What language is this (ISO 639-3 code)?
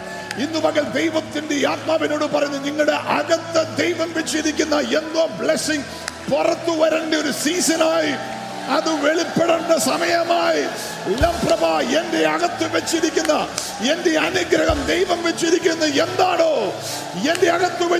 mal